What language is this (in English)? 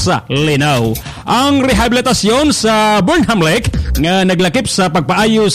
Cebuano